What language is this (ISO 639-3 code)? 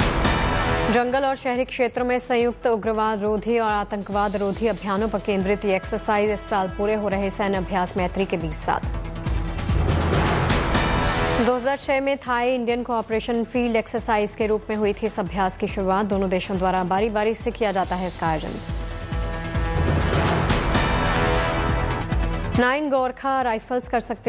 hin